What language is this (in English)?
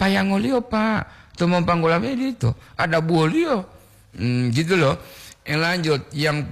Gorontalo